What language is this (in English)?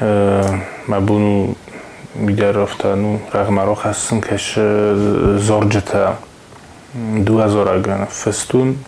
Ossetic